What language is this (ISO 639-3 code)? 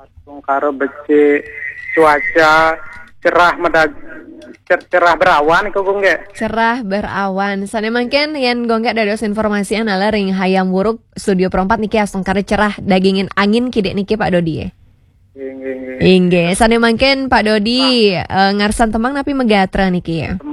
ban